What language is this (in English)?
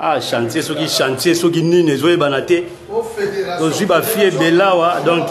Lingala